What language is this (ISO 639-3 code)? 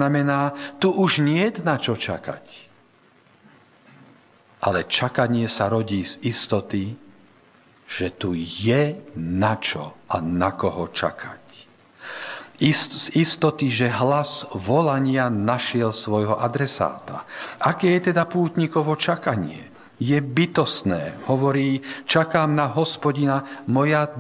slk